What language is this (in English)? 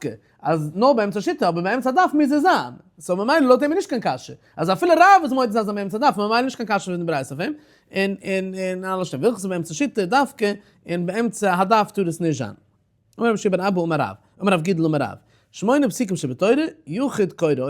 Yiddish